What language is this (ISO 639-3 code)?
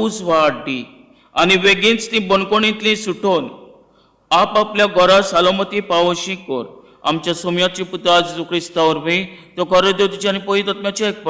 kok